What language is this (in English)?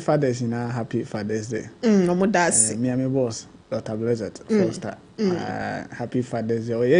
Akan